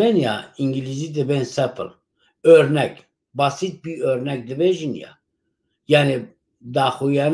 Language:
Kurdish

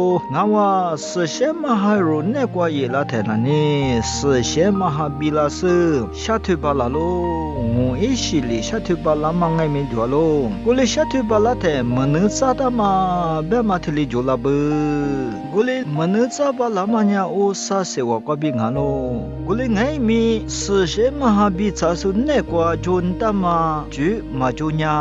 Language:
Lisu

